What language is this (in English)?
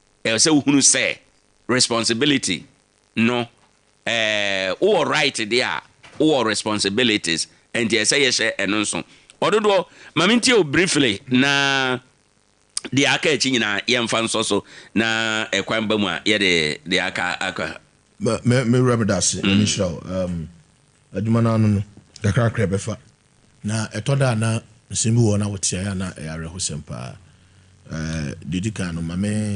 Akan